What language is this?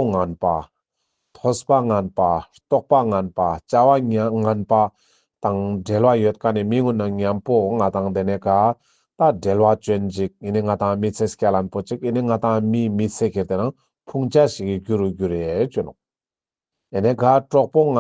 Ladakhi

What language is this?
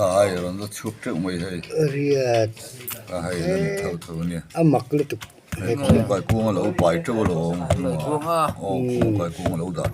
Mizo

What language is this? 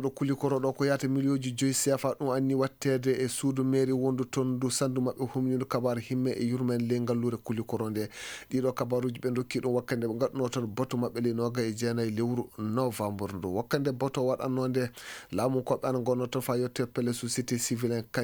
Fula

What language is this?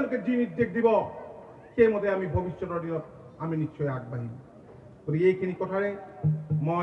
Assamese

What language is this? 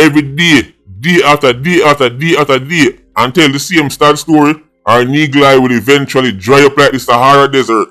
Jamaican Creole English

